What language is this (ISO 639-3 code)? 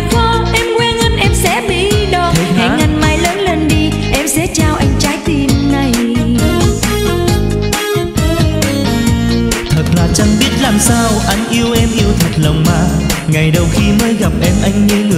vie